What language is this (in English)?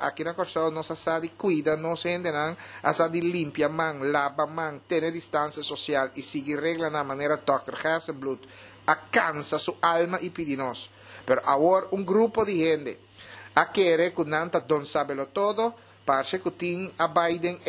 Papiamento